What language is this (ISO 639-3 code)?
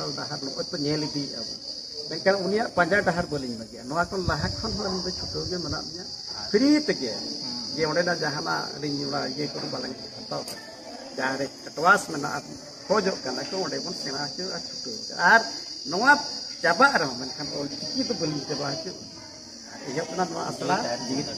sat